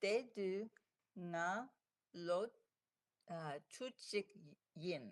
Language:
Tibetan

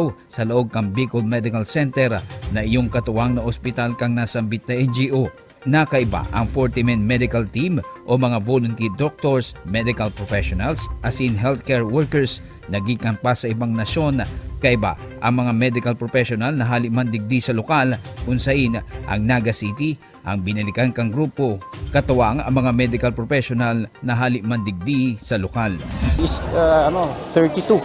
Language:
Bikol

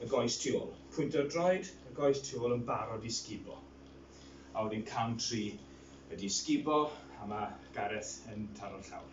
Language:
Welsh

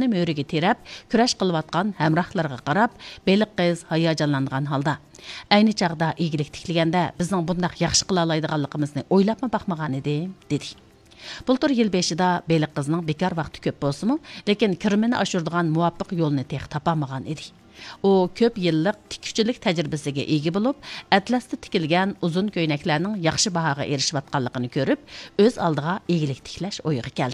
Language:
Uyghur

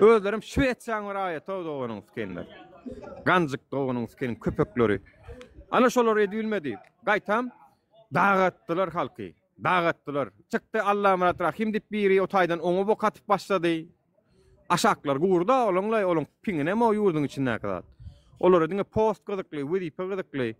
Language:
Turkmen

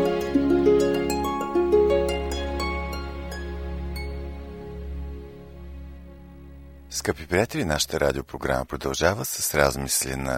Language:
Bulgarian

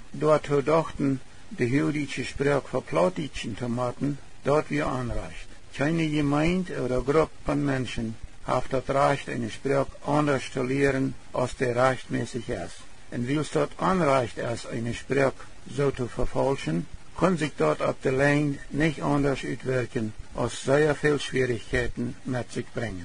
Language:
Plautdietsch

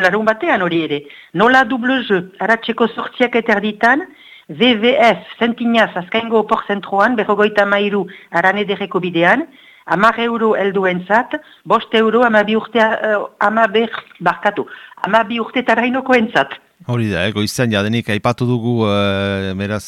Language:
Basque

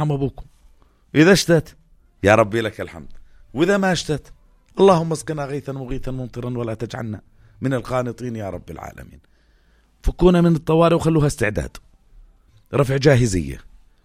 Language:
North Levantine Arabic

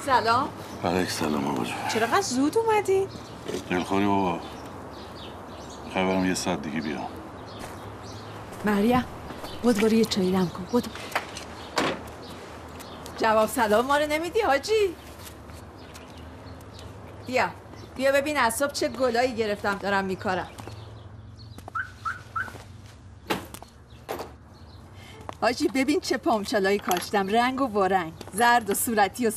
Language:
Persian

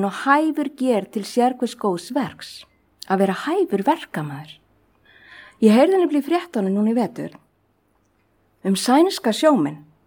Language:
Icelandic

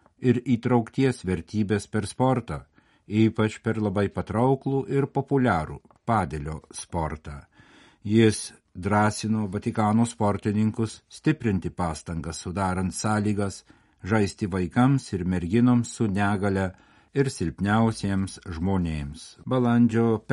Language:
Lithuanian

